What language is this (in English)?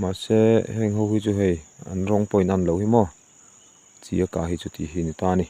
Mizo